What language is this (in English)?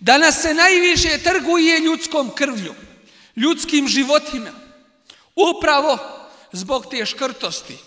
Bosnian